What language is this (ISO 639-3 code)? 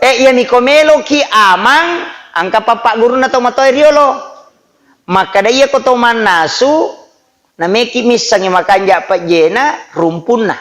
bug